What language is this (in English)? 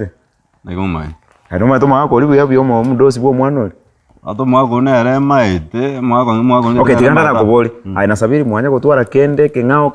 Gusii